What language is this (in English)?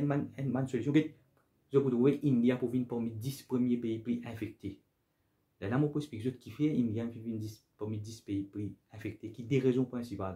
Morisyen